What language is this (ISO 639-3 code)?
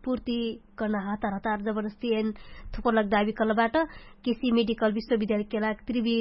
thl